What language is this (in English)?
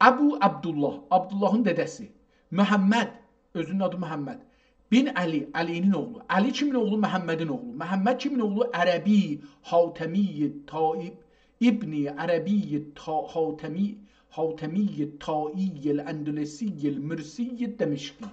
South Azerbaijani